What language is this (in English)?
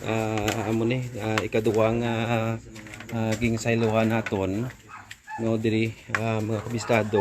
Hiligaynon